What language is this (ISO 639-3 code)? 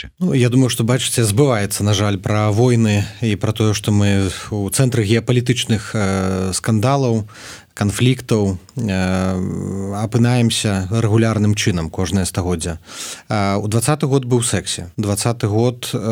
bel